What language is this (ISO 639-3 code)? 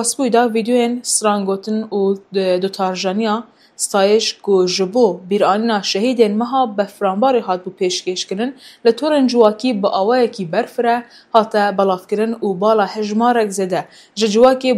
kur